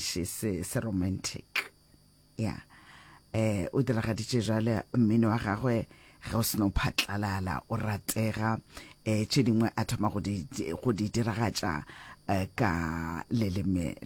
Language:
Northern Sotho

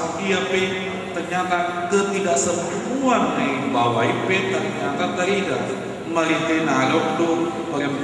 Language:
Batak Toba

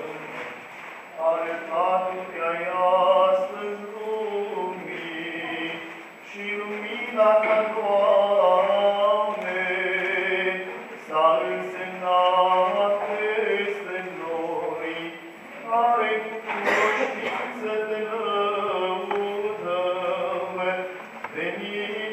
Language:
Romanian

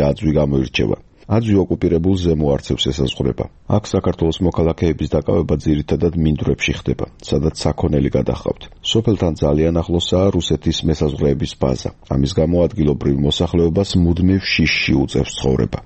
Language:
Georgian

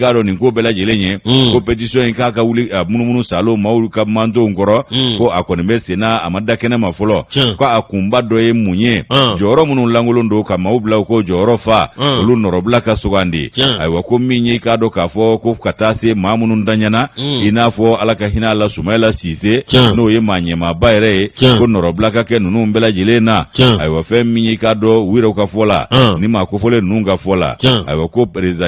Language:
Bambara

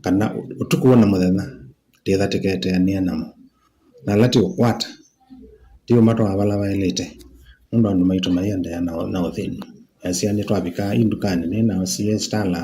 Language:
Kamba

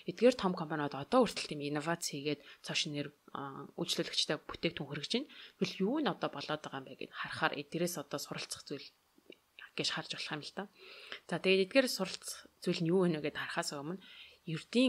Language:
Mongolian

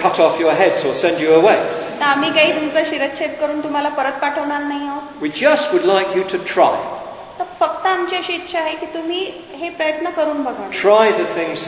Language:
Marathi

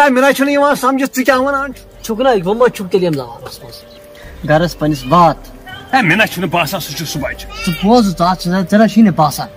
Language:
Kashmiri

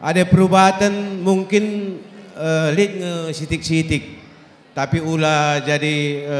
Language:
Batak Karo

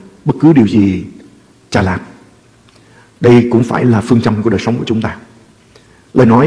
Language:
Vietnamese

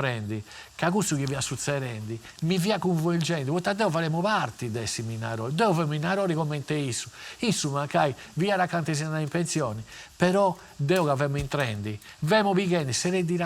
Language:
Sardinian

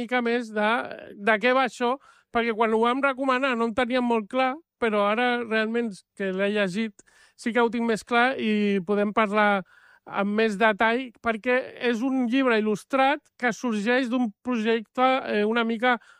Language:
Catalan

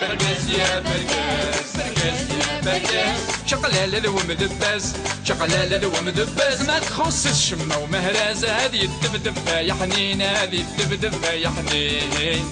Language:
Kabyle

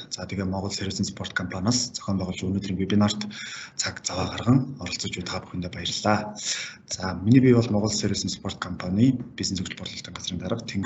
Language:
Mongolian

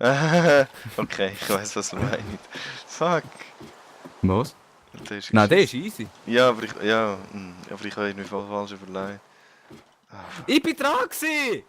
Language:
Swiss German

